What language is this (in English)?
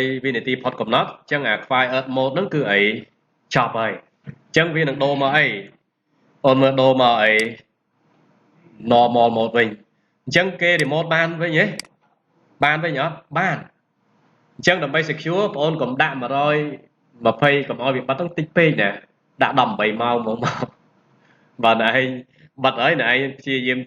Khmer